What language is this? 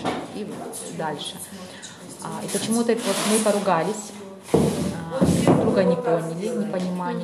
Russian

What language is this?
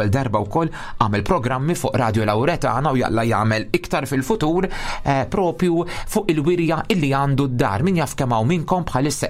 Maltese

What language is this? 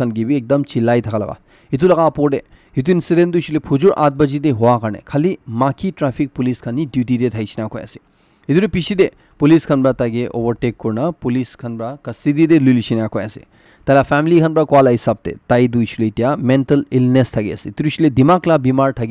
Naga Pidgin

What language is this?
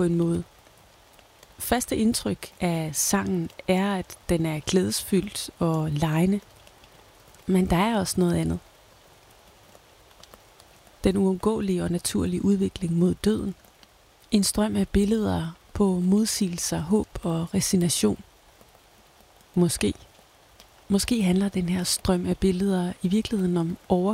Danish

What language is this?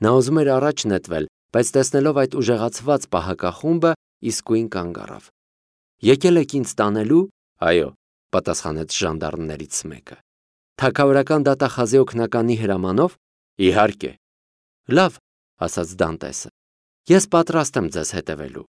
Armenian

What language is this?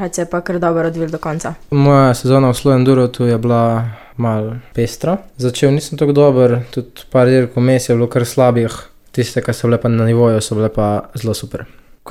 Slovenian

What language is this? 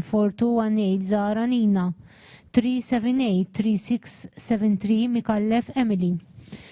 English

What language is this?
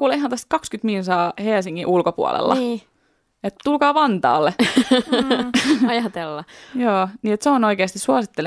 Finnish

